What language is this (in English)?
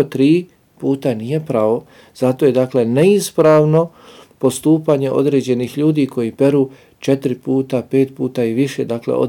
Bosnian